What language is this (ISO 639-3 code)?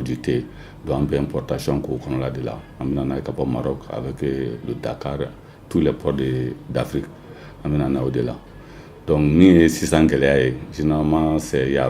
bam